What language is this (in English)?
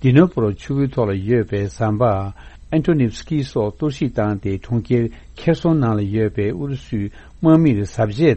Tibetan